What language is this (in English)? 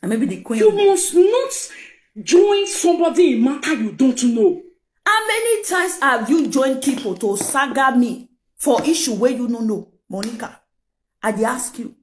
Nigerian Pidgin